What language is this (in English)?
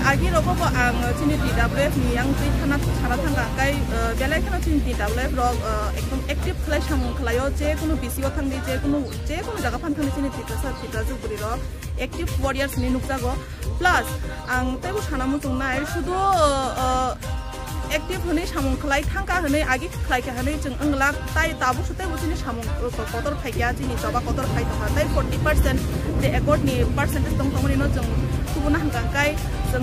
Kok Borok